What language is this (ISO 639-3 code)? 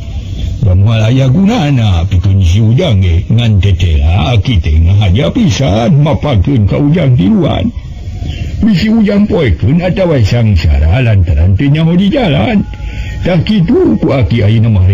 sun